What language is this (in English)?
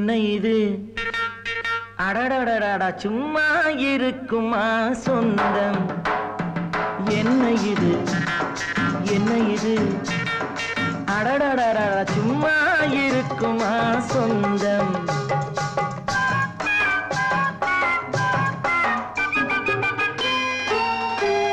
Tamil